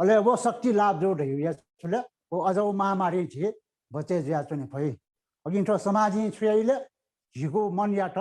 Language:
Newari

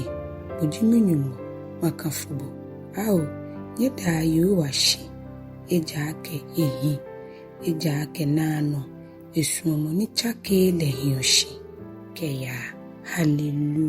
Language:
Ga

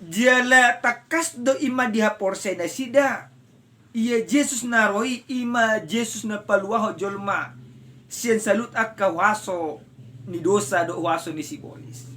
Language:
Batak Toba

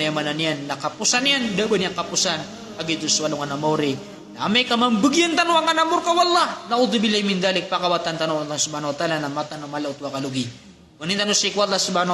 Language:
Maranao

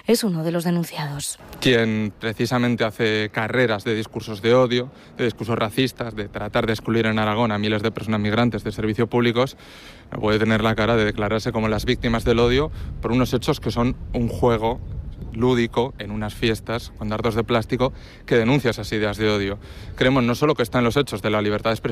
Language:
Spanish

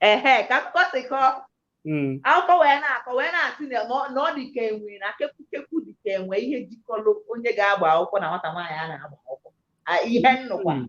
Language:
Igbo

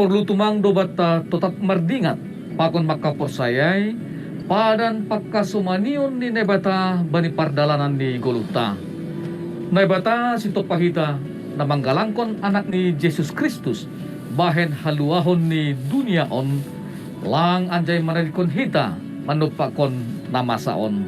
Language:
Batak Simalungun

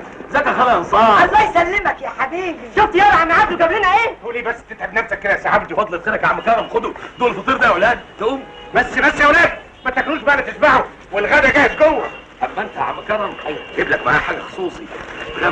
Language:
Egyptian Arabic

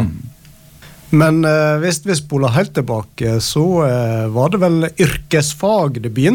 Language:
Norwegian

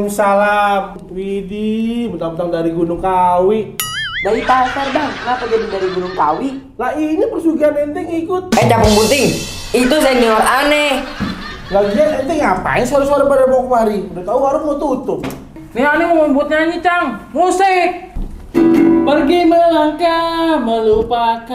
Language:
Betawi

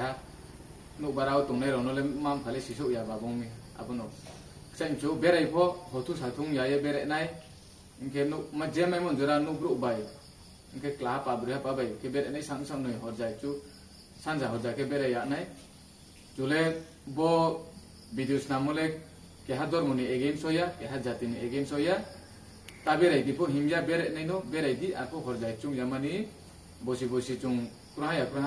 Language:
Riang (India)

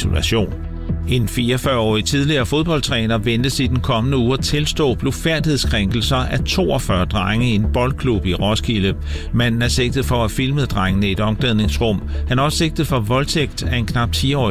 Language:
Danish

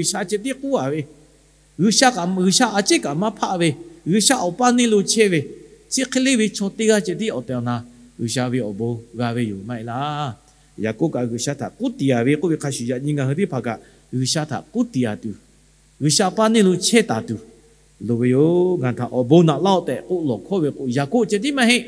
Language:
Lahu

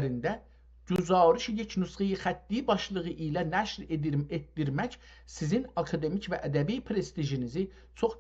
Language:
South Azerbaijani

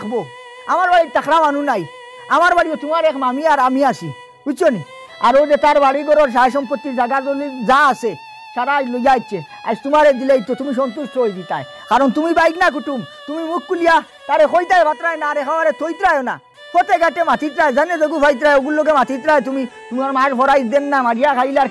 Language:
Sylheti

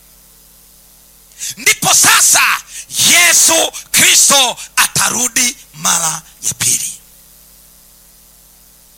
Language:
Swahili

